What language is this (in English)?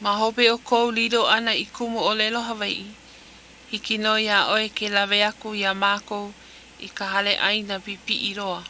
Hawaiian